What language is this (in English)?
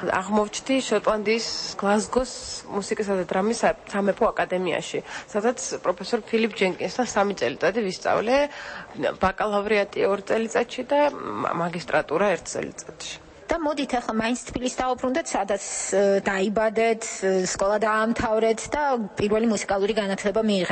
Georgian